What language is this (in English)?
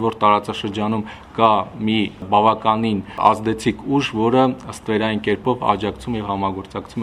Armenian